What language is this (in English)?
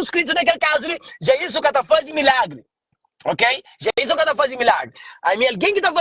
Kabuverdianu